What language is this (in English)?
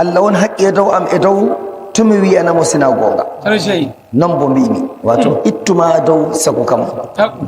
Nigerian Fulfulde